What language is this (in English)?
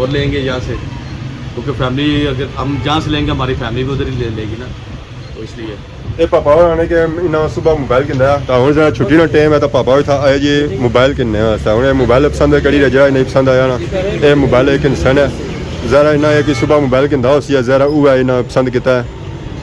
Pahari-Potwari